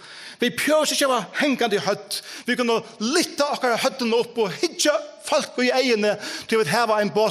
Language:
Faroese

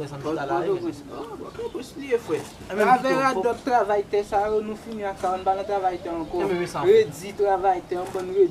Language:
Haitian Creole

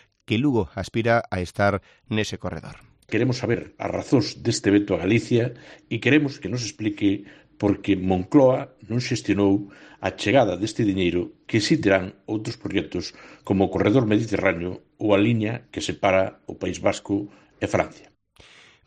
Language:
Galician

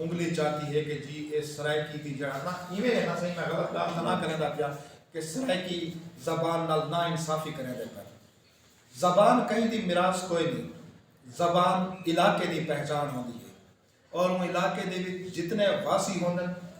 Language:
Saraiki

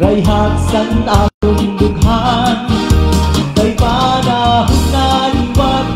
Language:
Waray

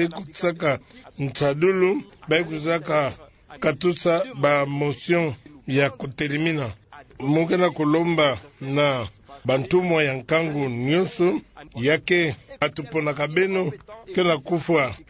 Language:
Kituba (Democratic Republic of Congo)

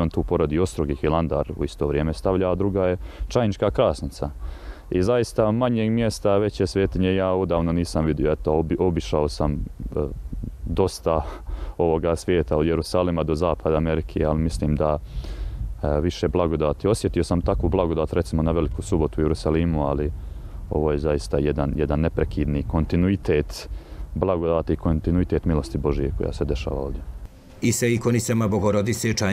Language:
Bosnian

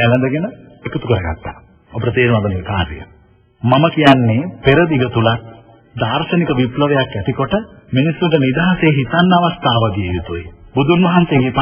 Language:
Sinhala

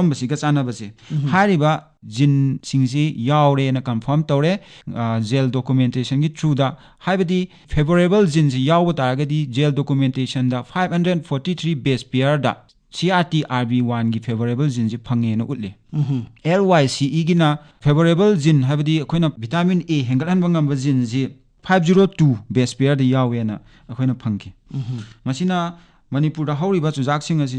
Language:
Manipuri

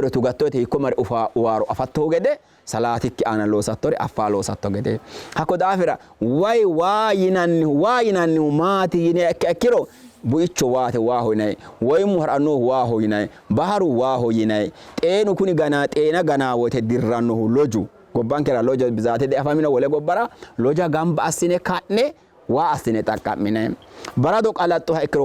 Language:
Sidamo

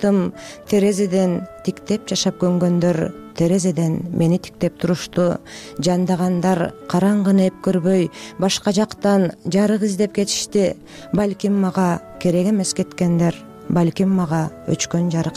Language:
Kyrgyz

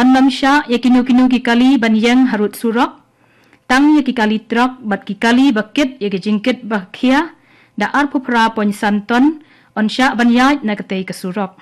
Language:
Khasi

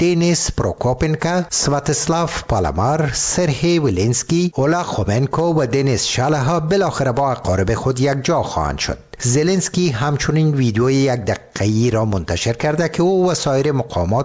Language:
Persian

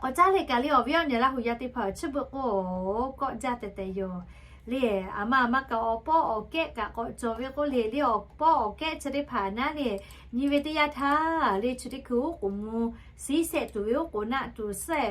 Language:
Lahu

